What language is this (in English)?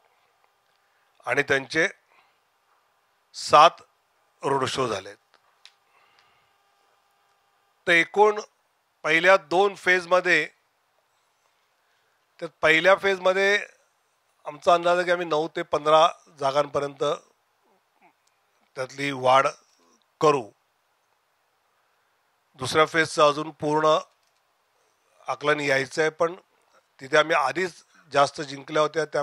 Marathi